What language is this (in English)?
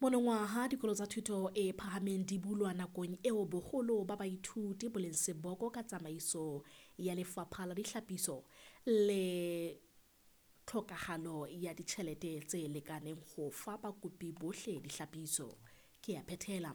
Southern Sotho